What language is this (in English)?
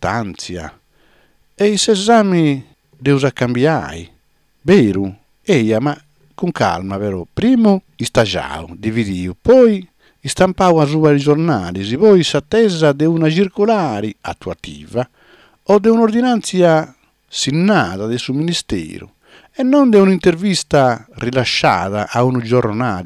Sardinian